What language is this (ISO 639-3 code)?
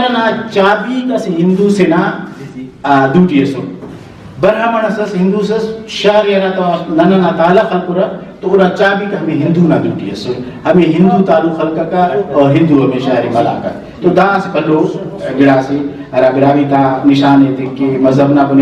brh